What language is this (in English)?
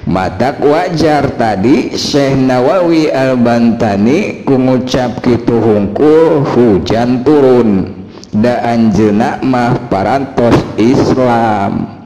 Sundanese